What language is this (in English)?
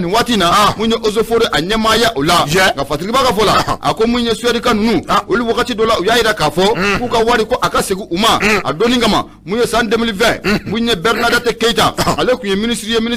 Bambara